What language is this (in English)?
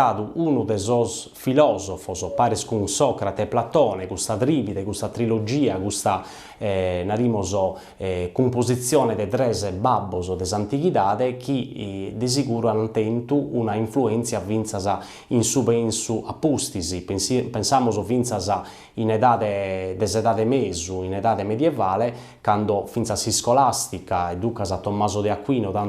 Sardinian